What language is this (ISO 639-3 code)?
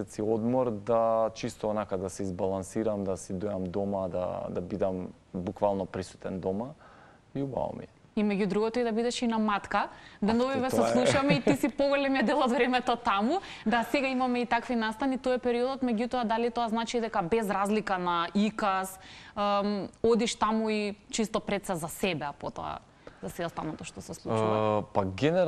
mkd